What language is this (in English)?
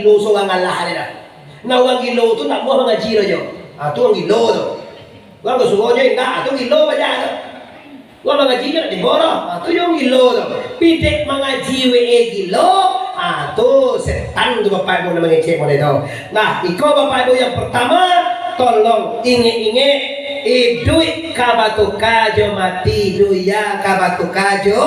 Minangkabau